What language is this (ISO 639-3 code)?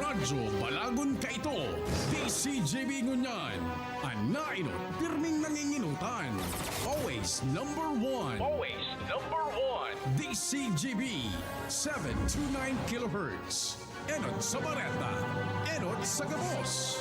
bik